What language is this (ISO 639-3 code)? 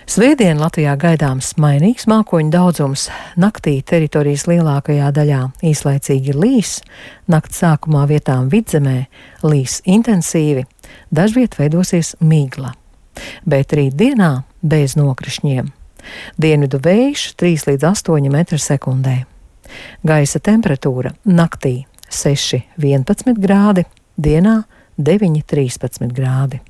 lav